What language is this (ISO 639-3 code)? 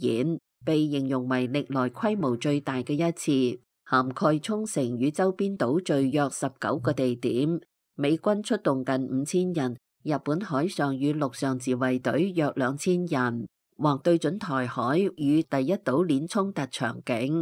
yue